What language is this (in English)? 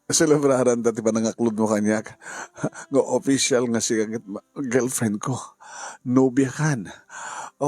Iloko